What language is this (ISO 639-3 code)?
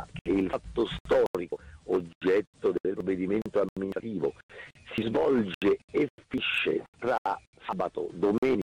ita